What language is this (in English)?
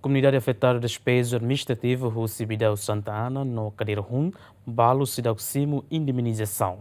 Tetum